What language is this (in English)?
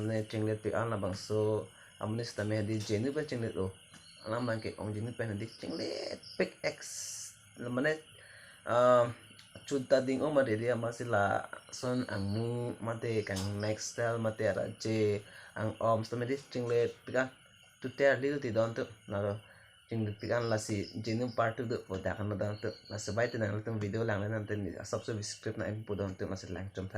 Karbi